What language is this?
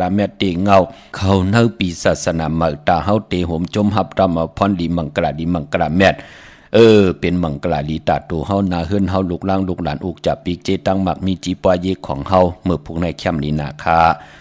Shan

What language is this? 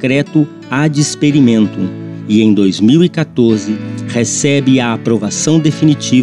Portuguese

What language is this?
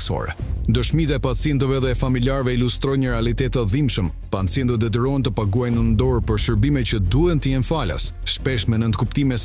Albanian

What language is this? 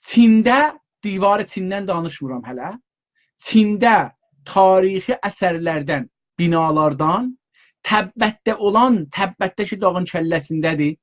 South Azerbaijani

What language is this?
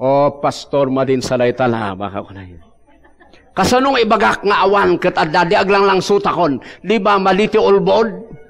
Iloko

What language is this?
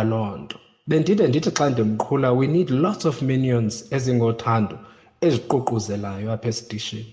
Xhosa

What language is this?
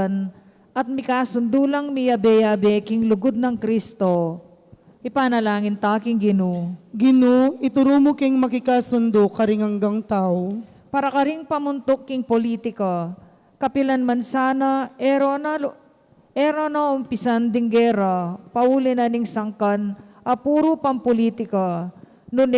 Pampanga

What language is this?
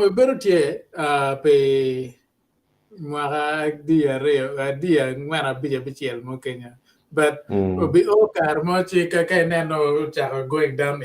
Acoli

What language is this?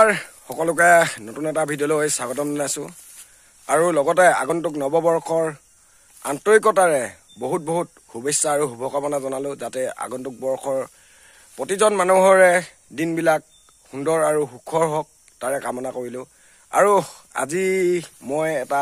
Assamese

